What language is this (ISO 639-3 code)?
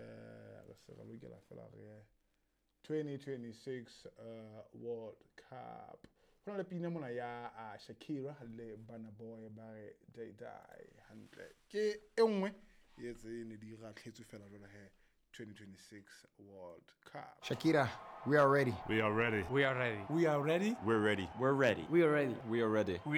sot